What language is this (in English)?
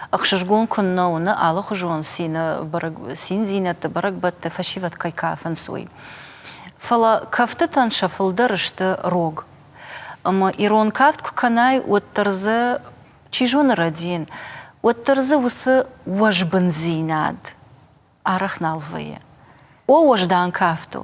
Ossetic